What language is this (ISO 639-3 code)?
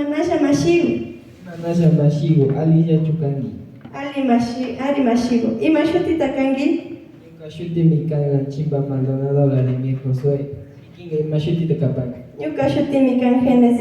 qvi